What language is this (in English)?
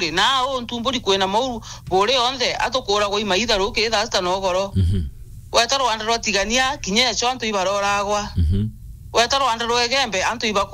Meru